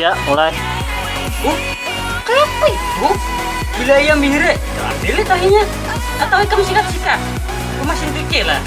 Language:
Banjar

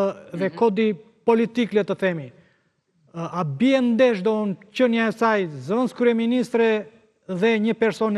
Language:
Albanian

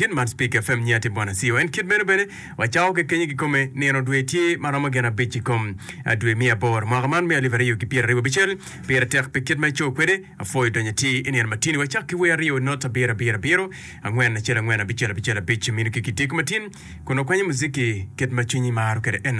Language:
Acoli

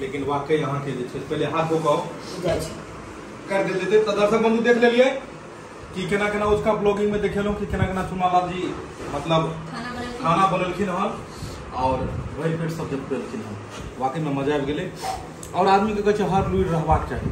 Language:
Maithili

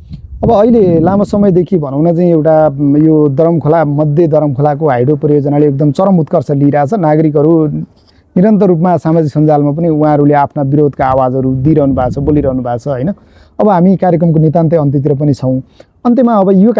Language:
Nepali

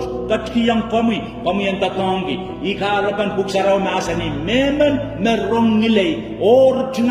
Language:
Pohnpeian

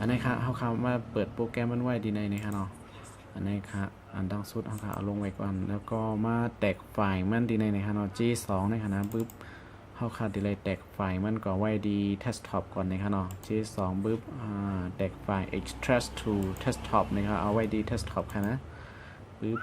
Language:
Shan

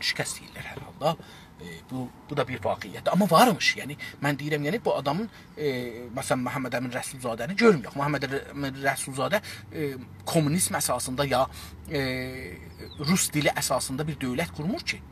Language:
South Azerbaijani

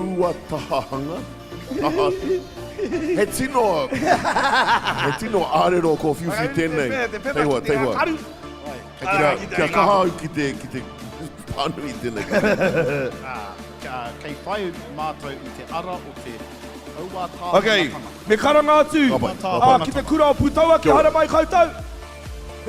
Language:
Māori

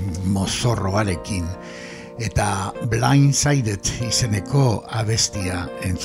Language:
Basque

